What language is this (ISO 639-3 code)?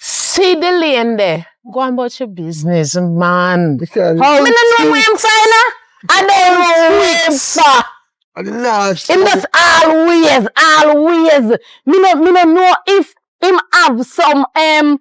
jam